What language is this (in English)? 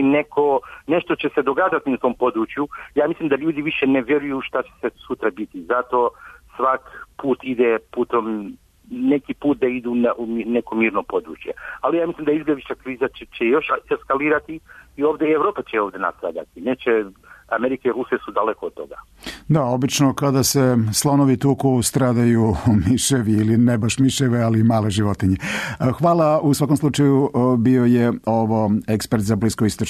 Serbian